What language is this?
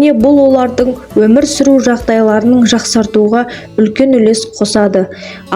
Kazakh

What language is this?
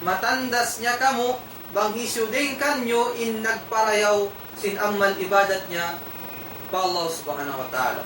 Tausug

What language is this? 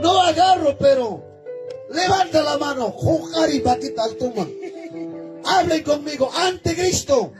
Ayacucho Quechua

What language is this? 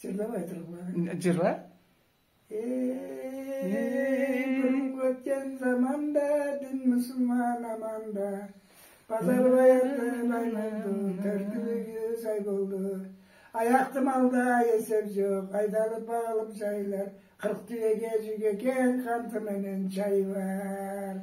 Karachay-Balkar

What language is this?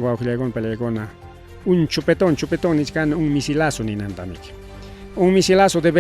Ayacucho Quechua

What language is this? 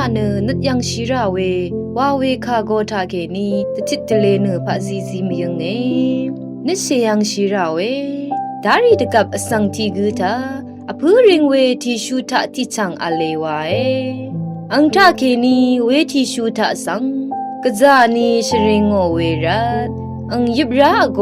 Rawang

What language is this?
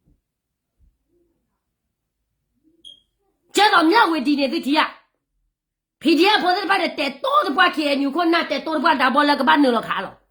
S'gaw Karen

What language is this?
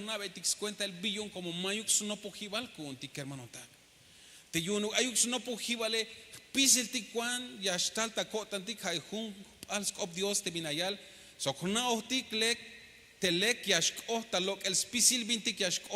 Tzeltal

